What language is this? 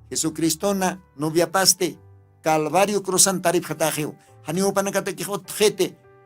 Aymara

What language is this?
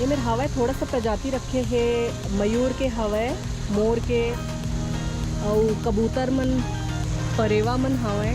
Chhattisgarhi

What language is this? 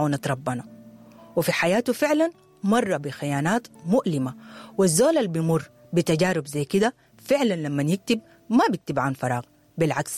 Sudanese Arabic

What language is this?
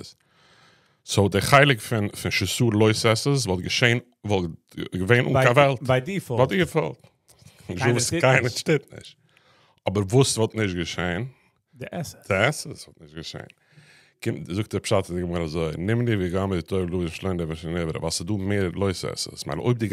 Yiddish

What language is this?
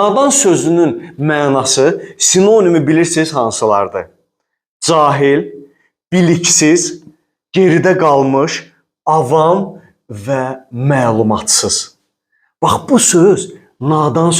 Azerbaijani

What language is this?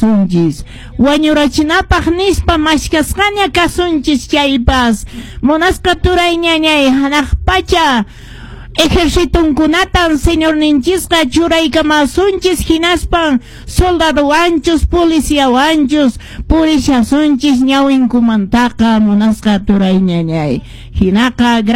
Quechua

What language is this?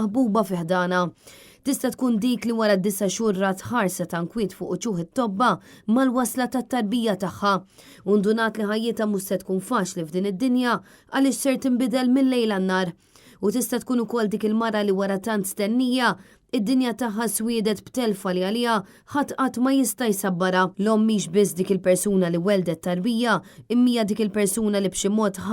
Maltese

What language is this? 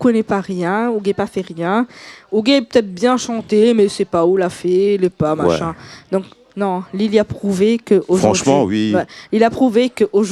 Réunion Creole French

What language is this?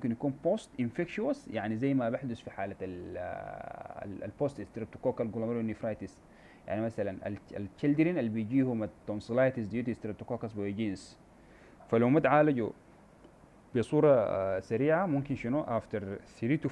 Sudanese Arabic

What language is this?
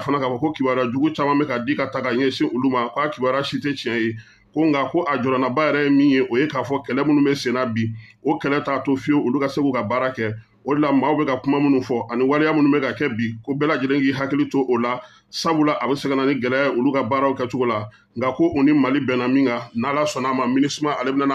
Bambara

